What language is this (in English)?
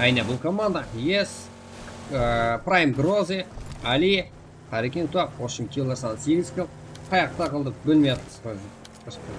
Kara-Kalpak